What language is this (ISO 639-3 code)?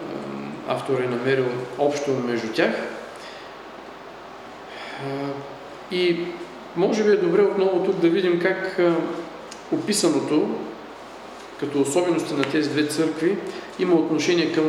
bul